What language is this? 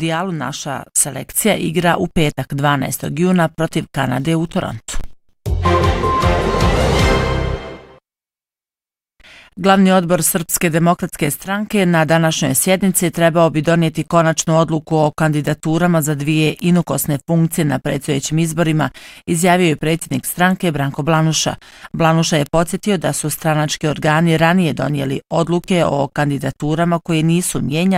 Bosnian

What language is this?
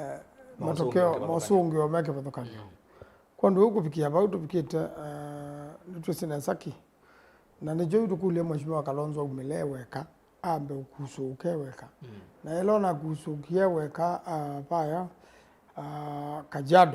Kamba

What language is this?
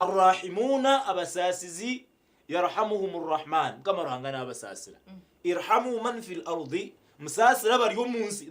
Nyankole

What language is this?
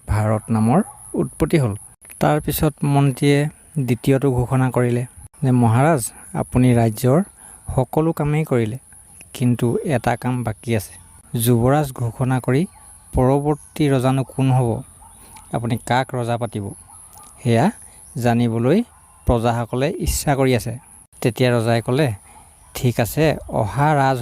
Assamese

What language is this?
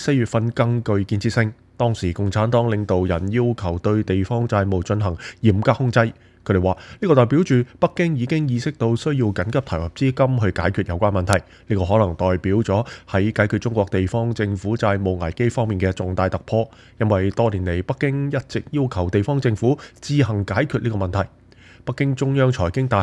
Cantonese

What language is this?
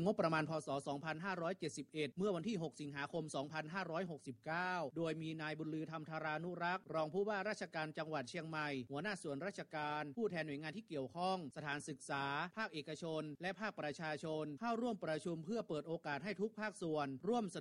Thai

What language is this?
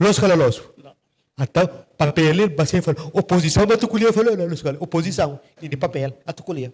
Tetum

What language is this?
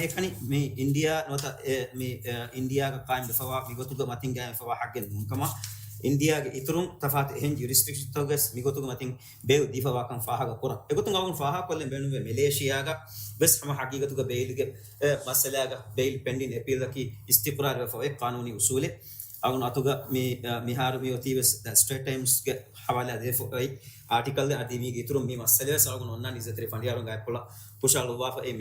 Divehi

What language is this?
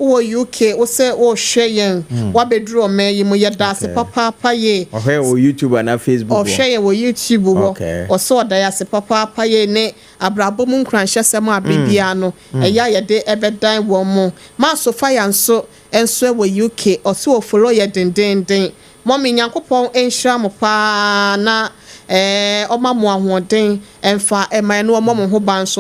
Akan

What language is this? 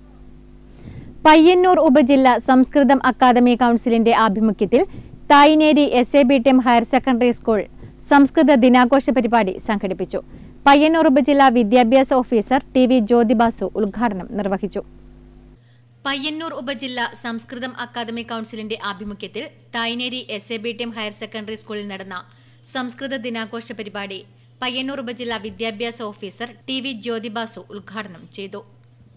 Malayalam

